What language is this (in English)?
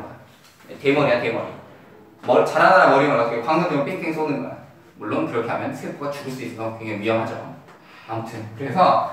Korean